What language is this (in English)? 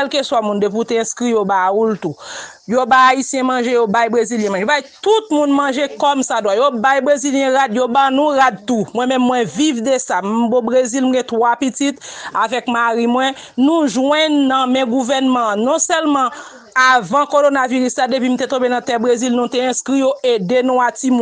Haitian Creole